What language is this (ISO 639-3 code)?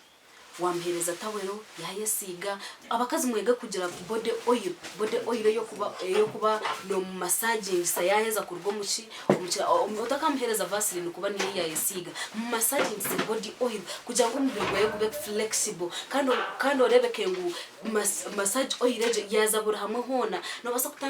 nyn